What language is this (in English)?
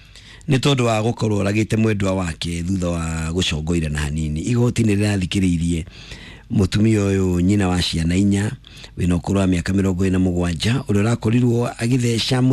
Kikuyu